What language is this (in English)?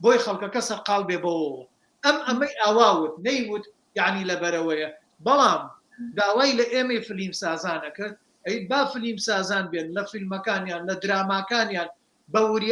Central Kurdish